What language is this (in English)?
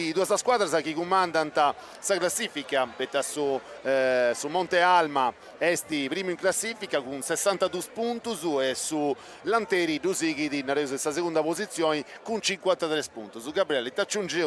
Sardinian